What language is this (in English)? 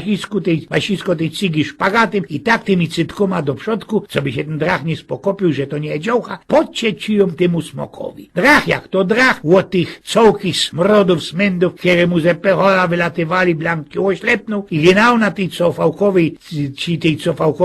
Silesian